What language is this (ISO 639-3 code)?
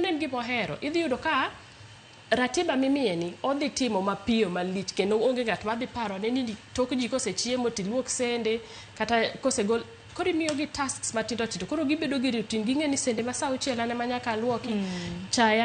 luo